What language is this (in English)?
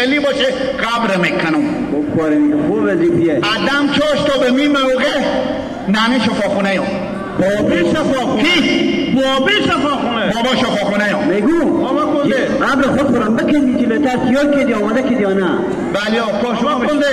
Hazaragi